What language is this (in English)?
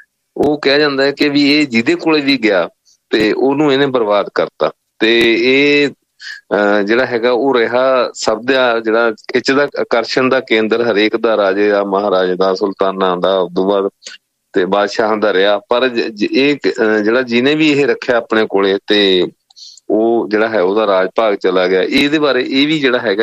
Punjabi